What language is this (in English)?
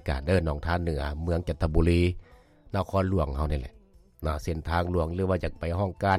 Lao